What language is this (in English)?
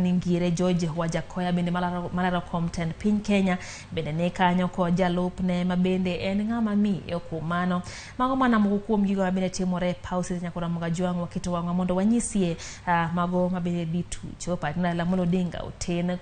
Luo (Kenya and Tanzania)